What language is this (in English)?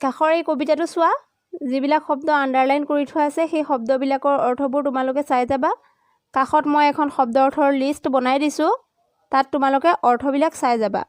Assamese